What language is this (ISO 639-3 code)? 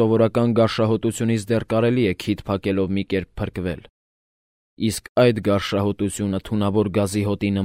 hye